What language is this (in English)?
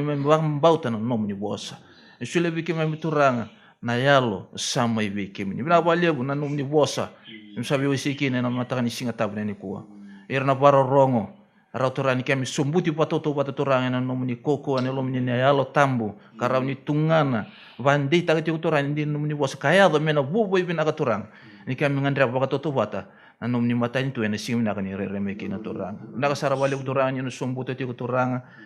Fijian